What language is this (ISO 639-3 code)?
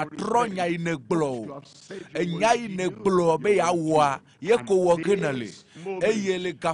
ewe